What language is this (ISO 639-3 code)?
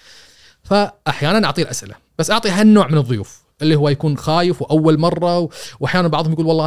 afb